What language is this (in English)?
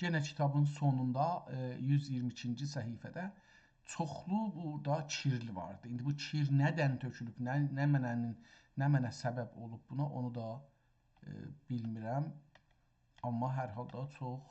South Azerbaijani